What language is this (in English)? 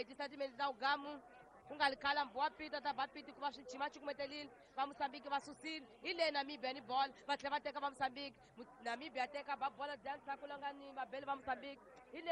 Tsonga